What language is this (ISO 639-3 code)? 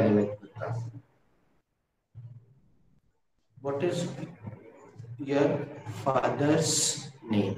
hin